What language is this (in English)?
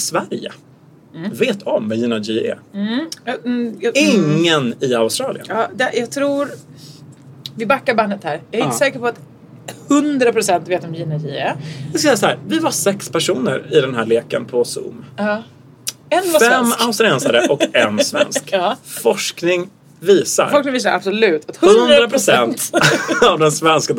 Swedish